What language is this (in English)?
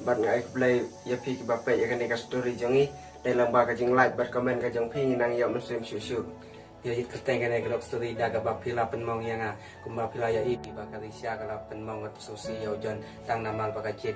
Khasi